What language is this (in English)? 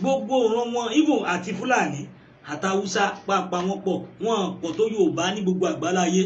Yoruba